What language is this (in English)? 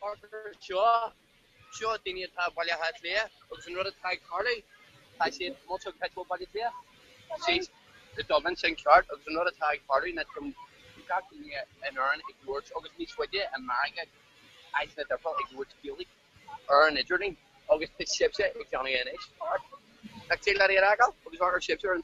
Irish